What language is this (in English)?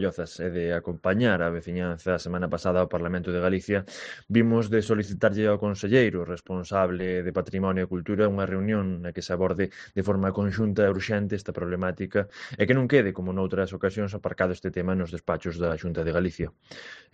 Galician